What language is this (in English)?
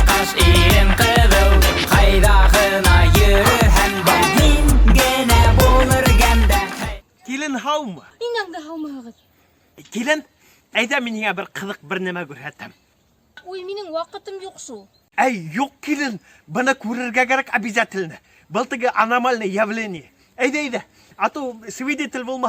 Bashkir